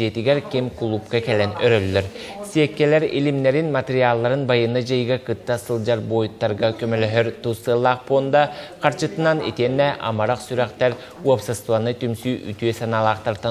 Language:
Yakut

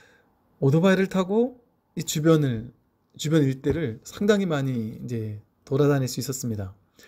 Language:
Korean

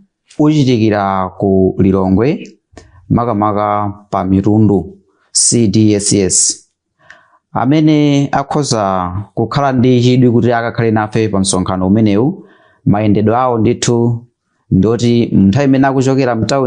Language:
Nyanja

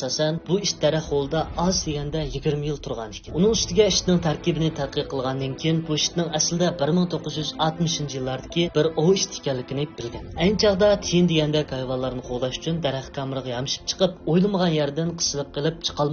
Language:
Uyghur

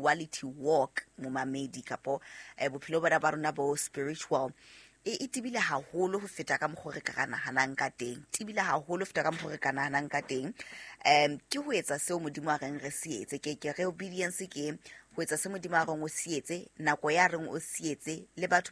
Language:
Southern Sotho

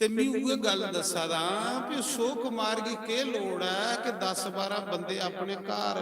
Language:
Dogri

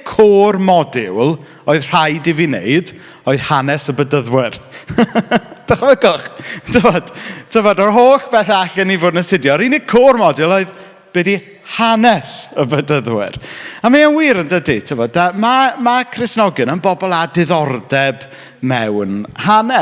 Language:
Welsh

